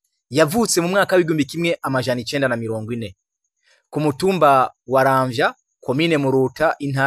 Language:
Rundi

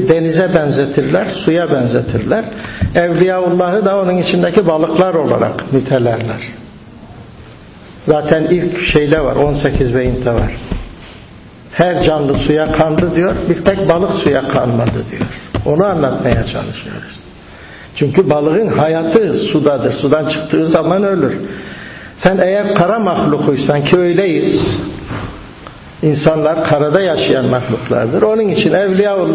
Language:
Turkish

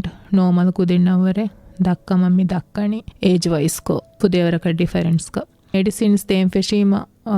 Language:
Divehi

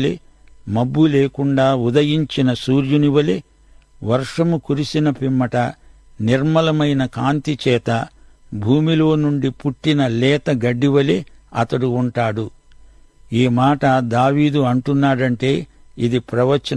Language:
Telugu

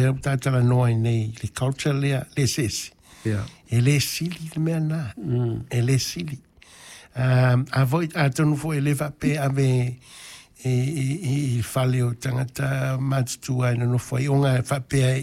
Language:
Samoan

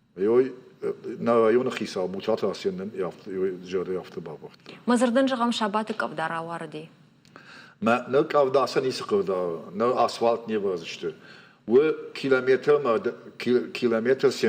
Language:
Ossetic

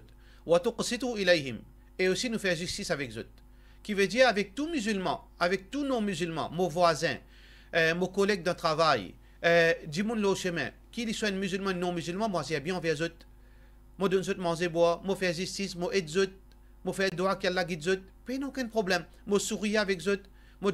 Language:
Morisyen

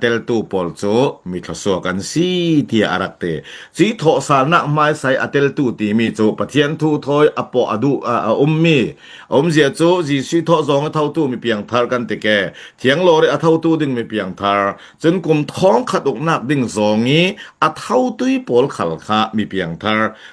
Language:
Falam Chin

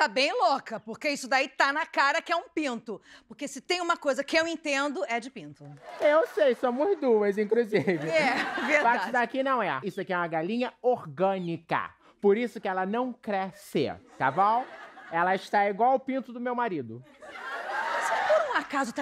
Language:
Portuguese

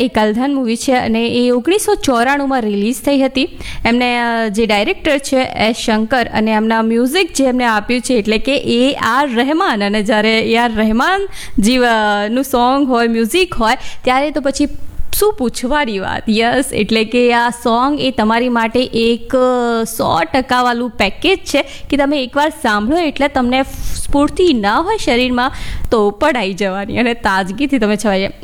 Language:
Gujarati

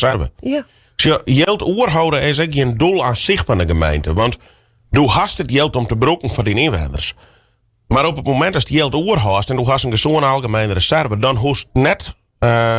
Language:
Western Frisian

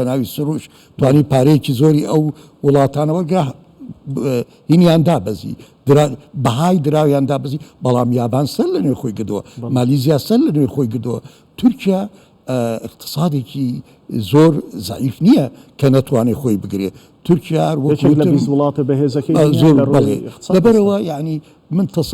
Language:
Central Kurdish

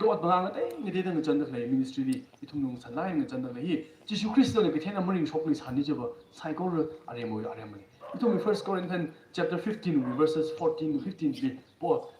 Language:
Tangkhul Naga (India)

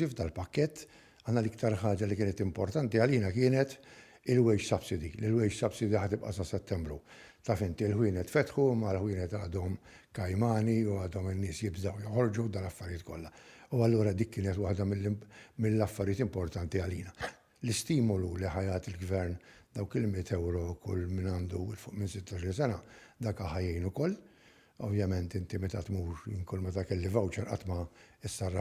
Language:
Maltese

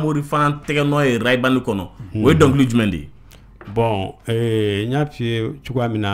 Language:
Bambara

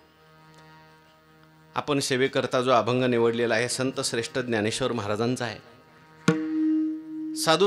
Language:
Marathi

